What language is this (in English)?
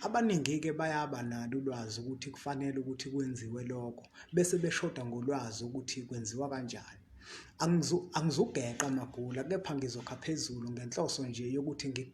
Zulu